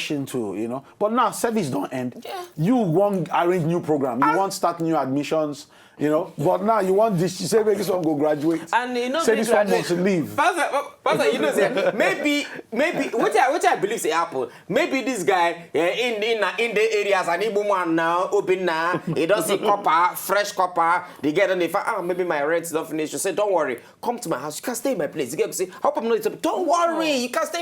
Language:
Nigerian Pidgin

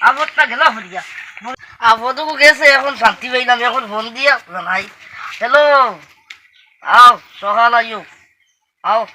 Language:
Sylheti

